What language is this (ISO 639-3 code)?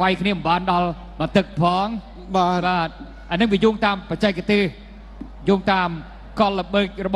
khm